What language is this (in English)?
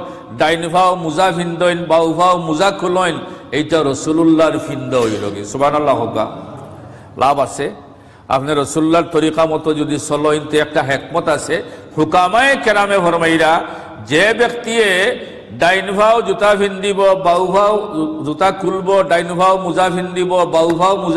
Sylheti